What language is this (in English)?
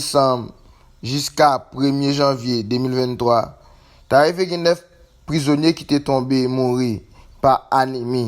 Haitian Creole